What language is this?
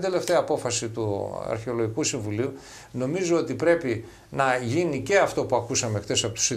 Greek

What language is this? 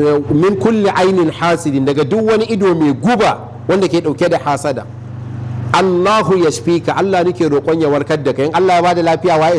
Hausa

